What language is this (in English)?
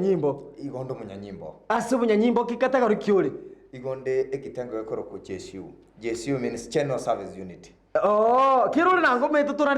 Gusii